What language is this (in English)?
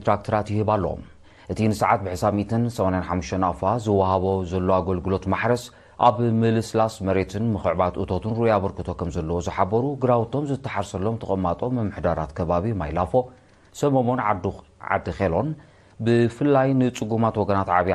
Tigrinya